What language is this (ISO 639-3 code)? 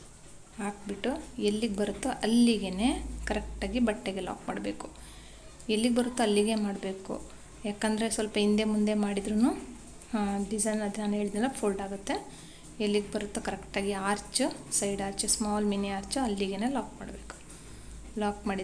kan